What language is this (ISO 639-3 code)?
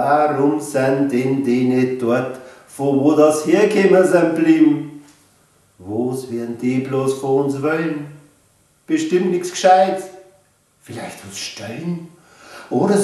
bar